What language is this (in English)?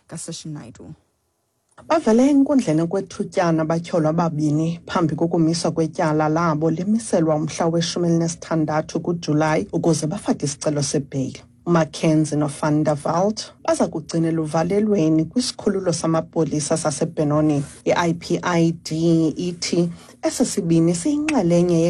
Xhosa